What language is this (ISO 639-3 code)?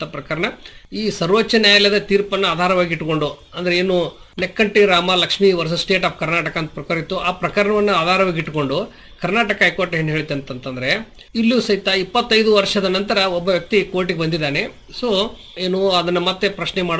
kan